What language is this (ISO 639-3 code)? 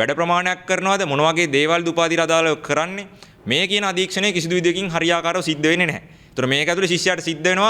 sin